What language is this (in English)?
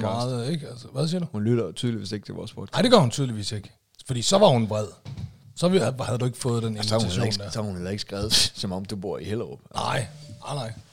Danish